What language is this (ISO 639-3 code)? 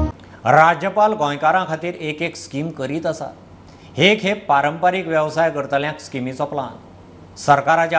kok